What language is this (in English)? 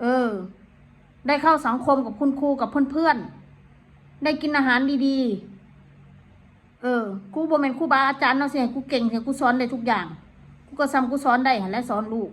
Northeastern Thai